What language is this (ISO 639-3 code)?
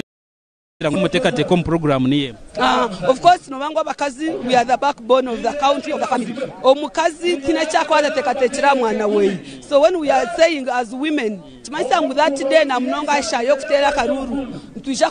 nyn